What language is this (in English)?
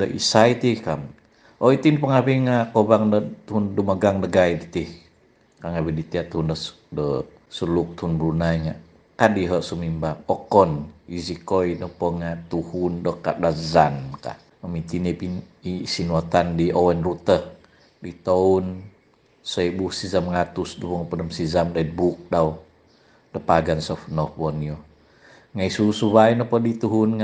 Central Dusun